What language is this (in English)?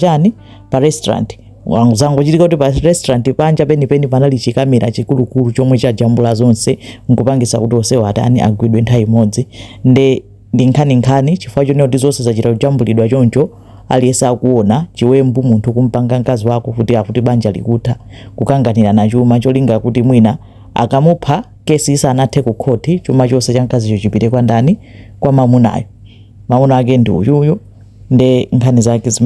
Nyanja